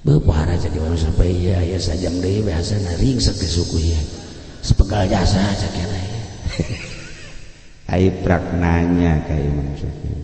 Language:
Sundanese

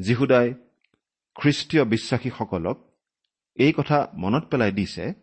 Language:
Assamese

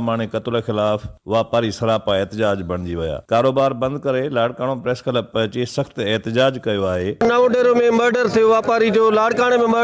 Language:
Sindhi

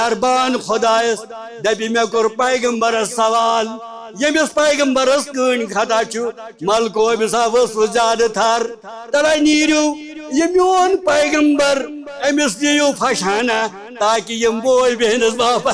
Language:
Kashmiri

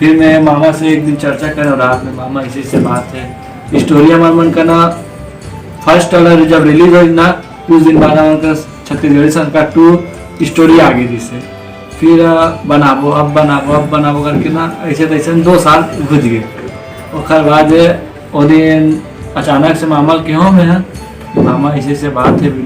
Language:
Chhattisgarhi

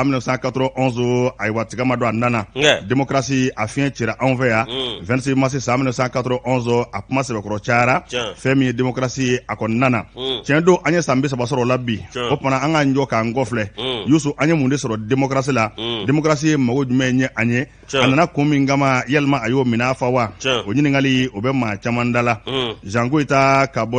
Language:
Bambara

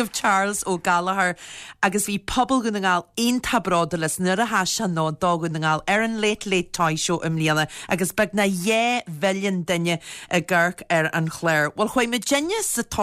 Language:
Irish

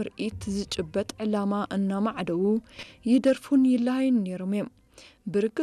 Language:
Tigrinya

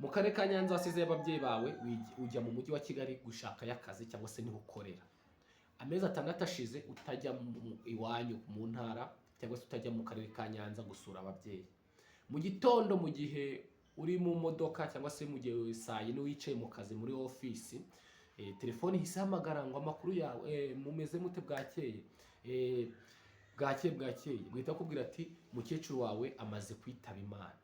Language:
Kinyarwanda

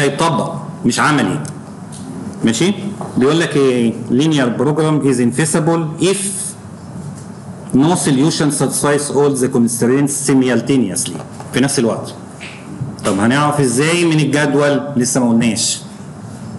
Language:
Egyptian Arabic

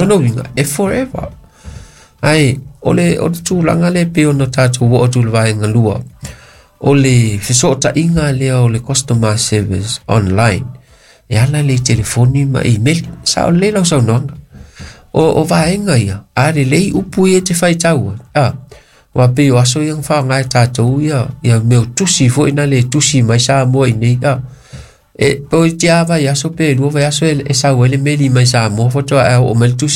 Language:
Samoan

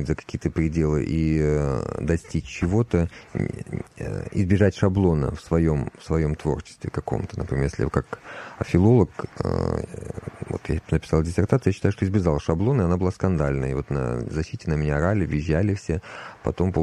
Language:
Russian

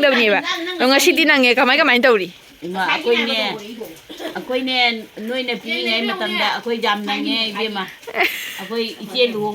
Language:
Manipuri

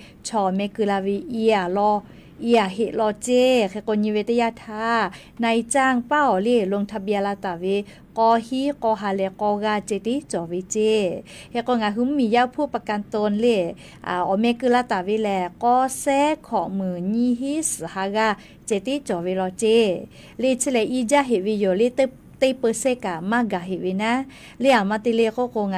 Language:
Lahu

